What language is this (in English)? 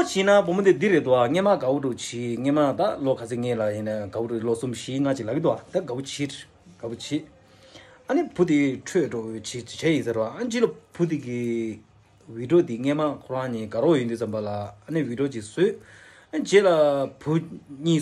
Tibetan